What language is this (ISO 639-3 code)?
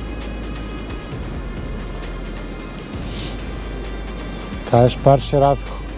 ukr